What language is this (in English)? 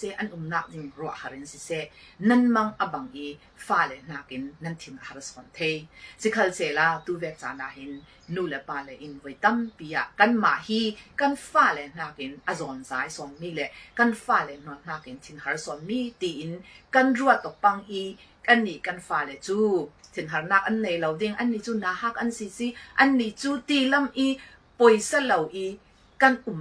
Falam Chin